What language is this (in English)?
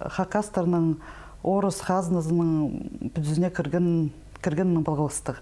Khakas